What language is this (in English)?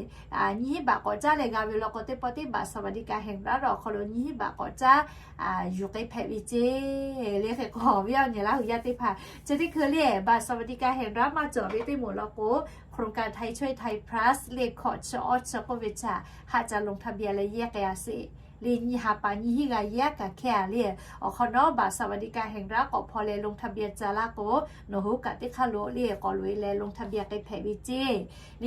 Lahu